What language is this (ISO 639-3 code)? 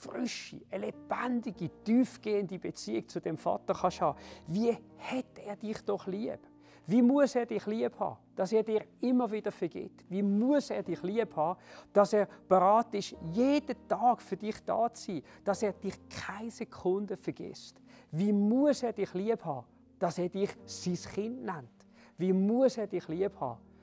gsw